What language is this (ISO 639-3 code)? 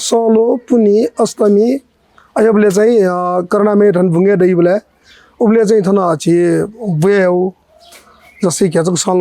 new